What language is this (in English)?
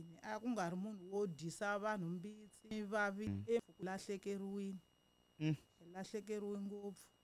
Tsonga